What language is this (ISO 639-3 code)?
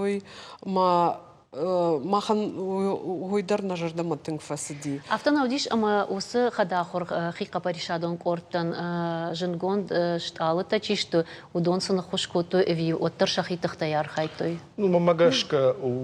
oss